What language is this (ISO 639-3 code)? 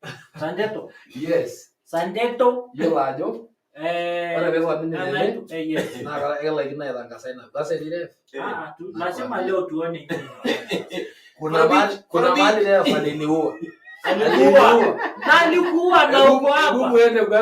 mas